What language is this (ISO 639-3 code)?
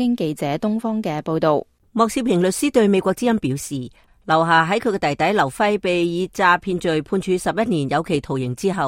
yue